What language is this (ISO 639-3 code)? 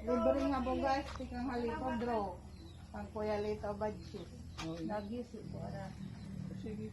war